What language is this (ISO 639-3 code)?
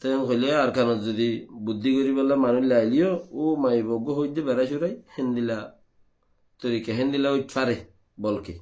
rhg